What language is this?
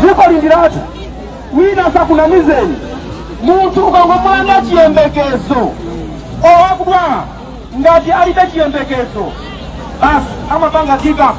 Nyanja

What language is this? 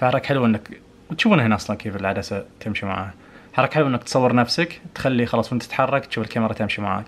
Najdi Arabic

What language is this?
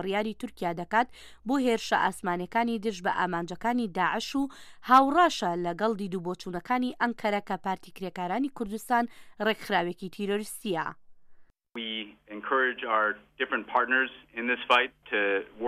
Central Kurdish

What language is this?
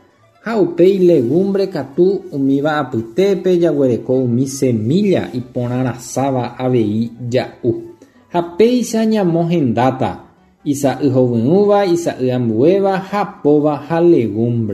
Guarani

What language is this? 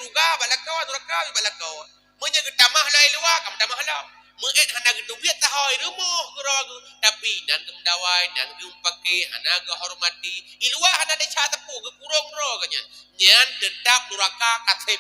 Achinese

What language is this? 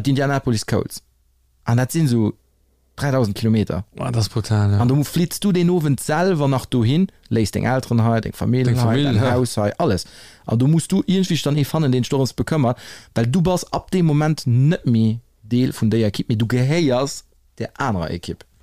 Luxembourgish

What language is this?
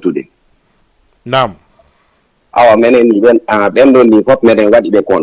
Fula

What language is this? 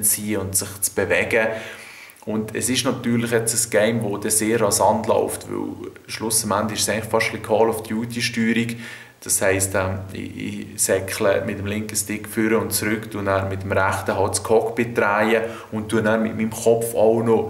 Swiss German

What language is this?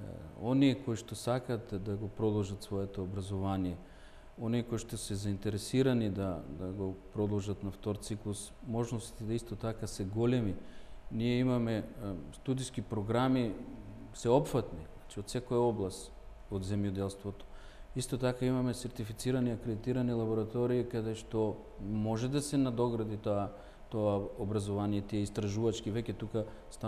Macedonian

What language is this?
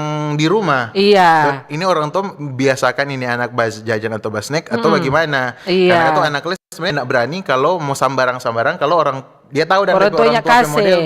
Manado Malay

